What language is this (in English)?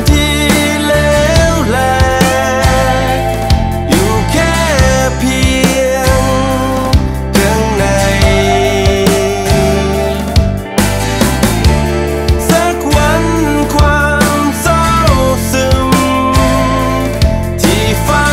Thai